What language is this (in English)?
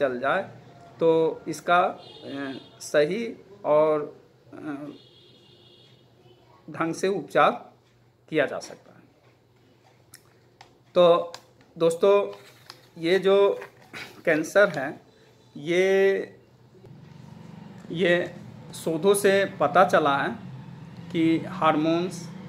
Hindi